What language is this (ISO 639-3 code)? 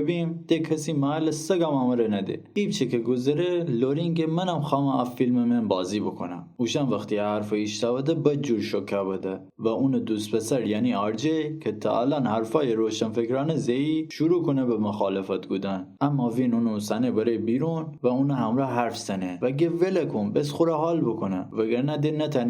glk